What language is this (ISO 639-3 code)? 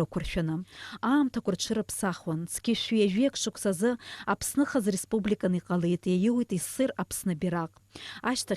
abk